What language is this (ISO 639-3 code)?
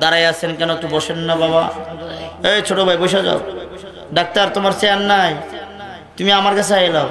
syl